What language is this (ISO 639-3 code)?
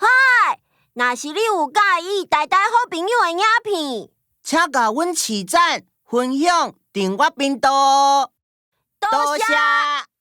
nan